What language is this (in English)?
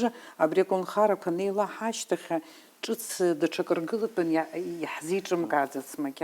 Abkhazian